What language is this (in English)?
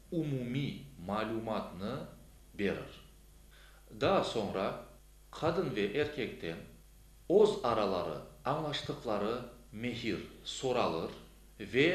Crimean Tatar